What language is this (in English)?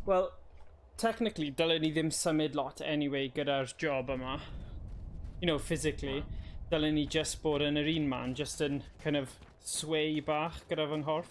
Welsh